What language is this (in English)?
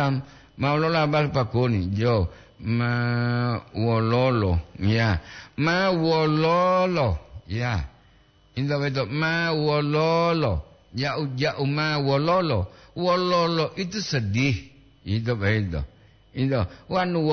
Gorontalo